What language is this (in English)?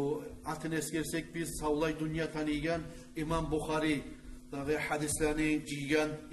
Kumyk